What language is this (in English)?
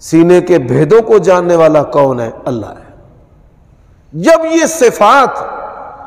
Urdu